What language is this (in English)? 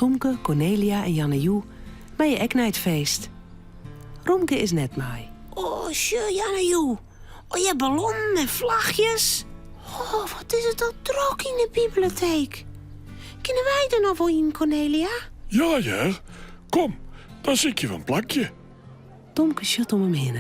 Western Frisian